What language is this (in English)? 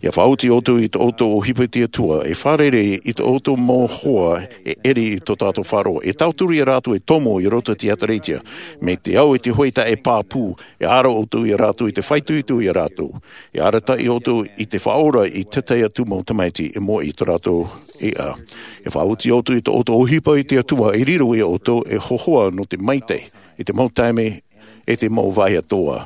Tahitian